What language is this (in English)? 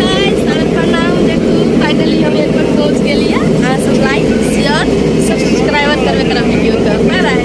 Maithili